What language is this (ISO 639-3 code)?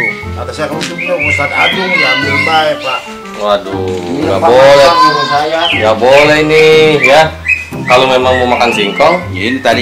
bew